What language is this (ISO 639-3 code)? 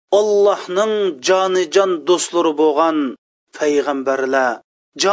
uig